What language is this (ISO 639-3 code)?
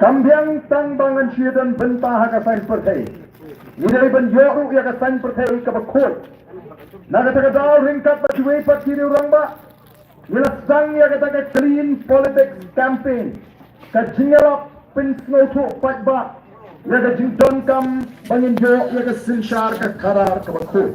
kha